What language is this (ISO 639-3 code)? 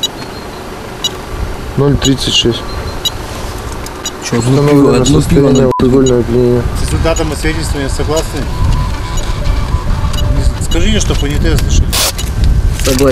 rus